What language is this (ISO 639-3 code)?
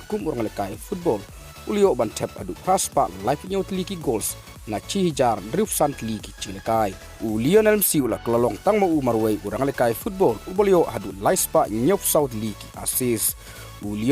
kha